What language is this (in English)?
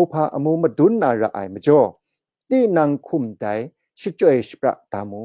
Kachin